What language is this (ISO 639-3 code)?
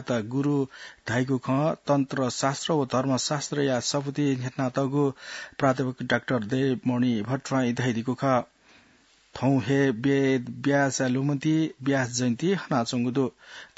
new